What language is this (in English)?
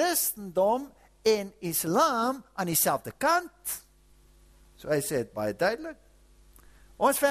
Afrikaans